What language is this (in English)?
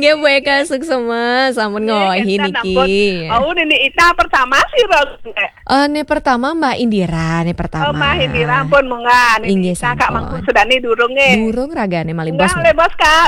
Balinese